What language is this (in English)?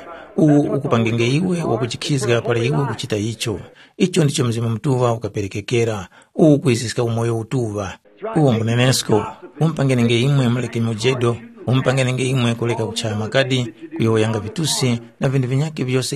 Tumbuka